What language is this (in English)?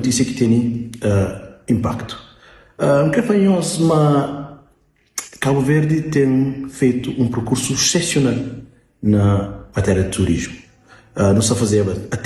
Kabuverdianu